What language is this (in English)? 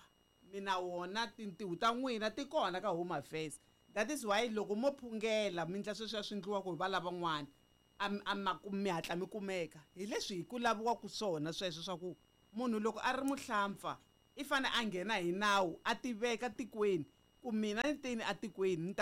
Tsonga